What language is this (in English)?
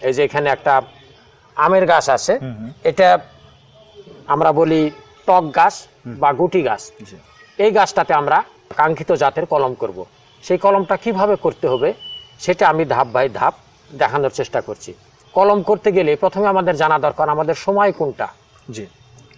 Bangla